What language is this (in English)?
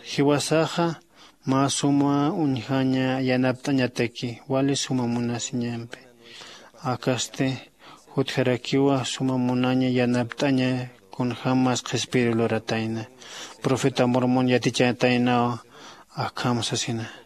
Aymara